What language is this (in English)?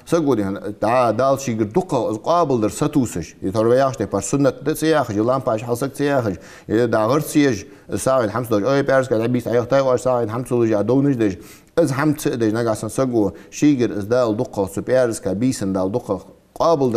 Ingush